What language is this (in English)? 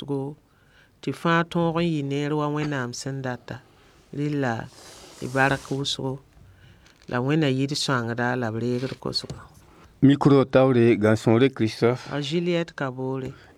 Mossi